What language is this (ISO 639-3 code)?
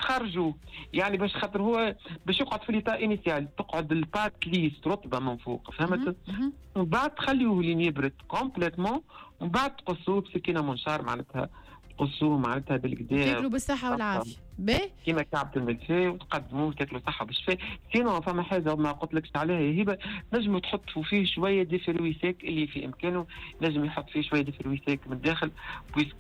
aeb